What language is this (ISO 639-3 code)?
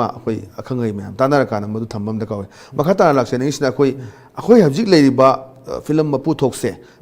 mni